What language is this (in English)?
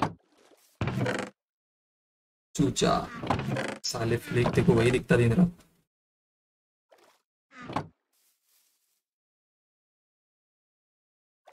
Hindi